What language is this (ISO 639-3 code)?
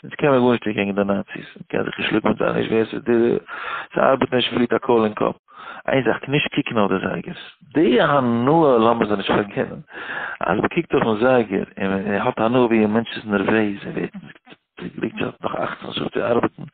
yid